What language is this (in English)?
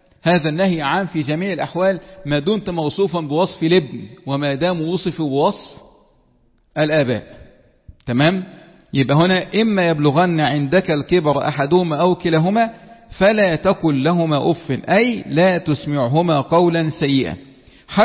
Egyptian Arabic